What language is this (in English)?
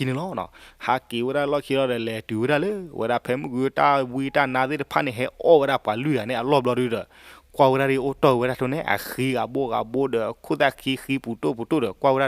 S'gaw Karen